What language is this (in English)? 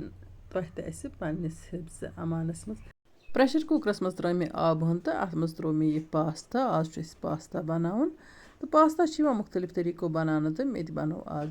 Kashmiri